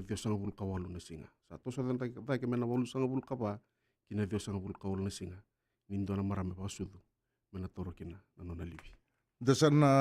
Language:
Fijian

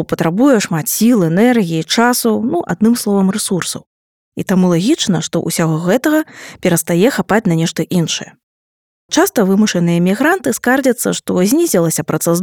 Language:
Belarusian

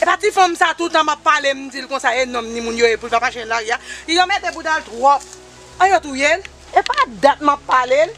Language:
Haitian Creole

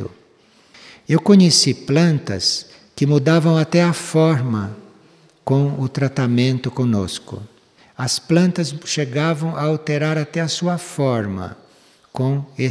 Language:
Portuguese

